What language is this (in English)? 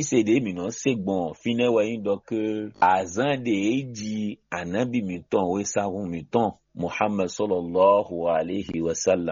Fon